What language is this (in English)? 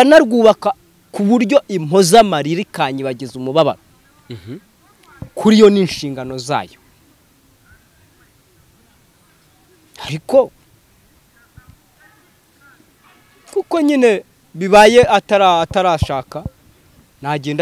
Kinyarwanda